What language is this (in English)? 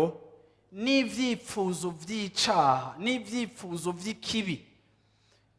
Rundi